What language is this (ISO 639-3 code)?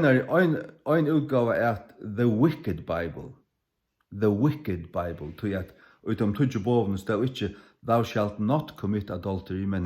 fao